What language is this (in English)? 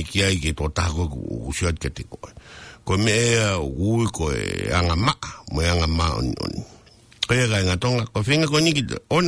Tongan